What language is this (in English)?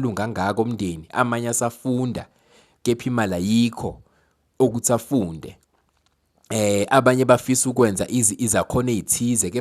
Zulu